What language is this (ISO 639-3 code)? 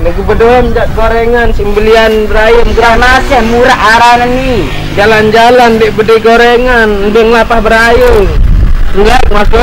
sas